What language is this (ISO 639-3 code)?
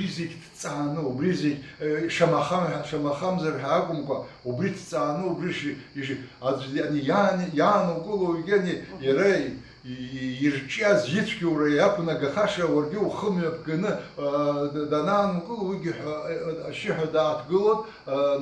abk